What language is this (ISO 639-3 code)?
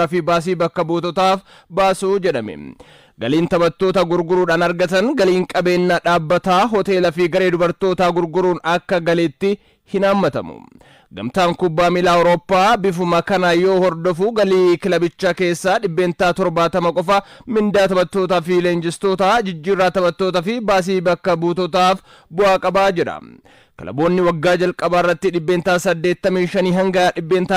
orm